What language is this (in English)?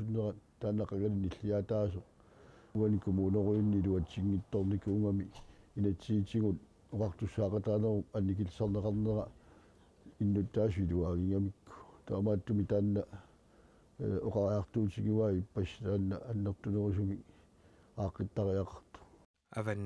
Kalaallisut